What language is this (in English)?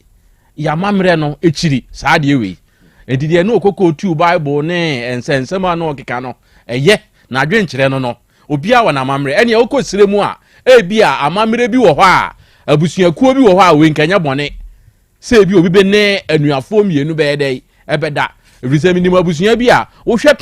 Akan